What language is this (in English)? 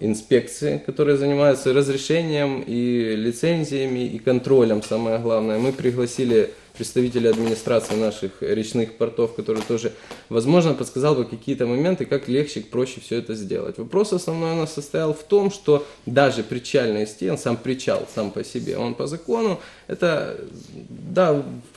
Russian